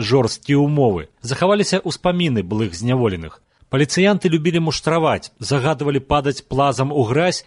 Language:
Belarusian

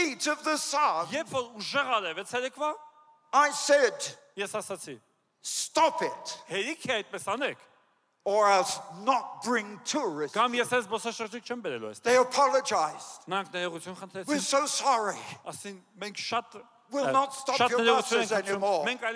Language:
Armenian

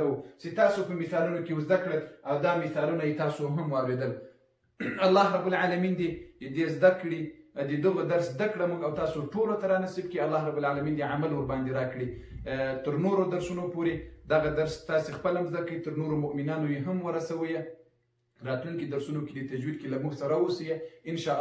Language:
Pashto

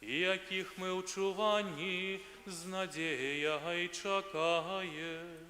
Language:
Belarusian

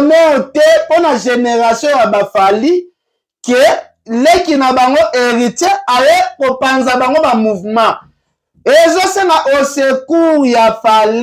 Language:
Lingala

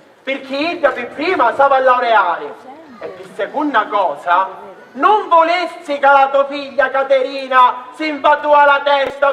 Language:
Sicilian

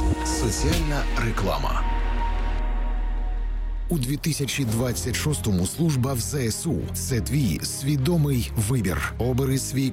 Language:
Ukrainian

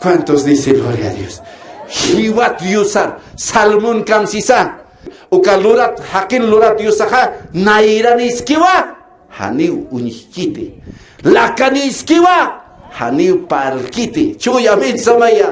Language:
Aymara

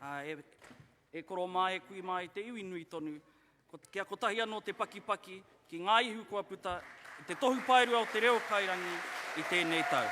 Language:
Māori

